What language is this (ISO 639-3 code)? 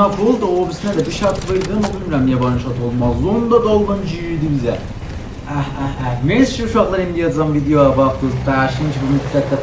azb